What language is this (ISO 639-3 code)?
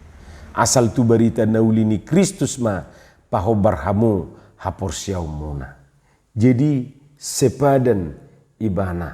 bbc